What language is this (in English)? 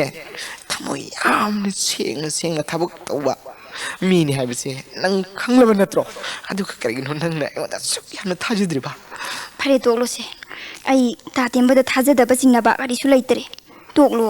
Manipuri